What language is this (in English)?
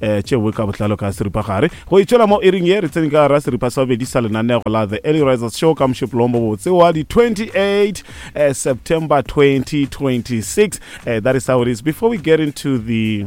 Northern Sotho